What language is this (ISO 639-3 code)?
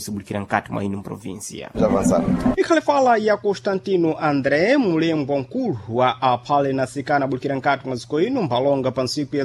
seh